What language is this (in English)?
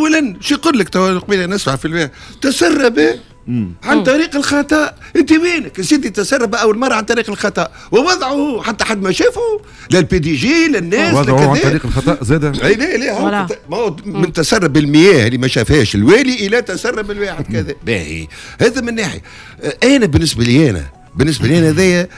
Tunisian Arabic